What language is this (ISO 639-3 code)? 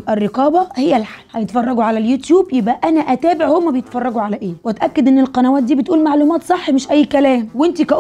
arz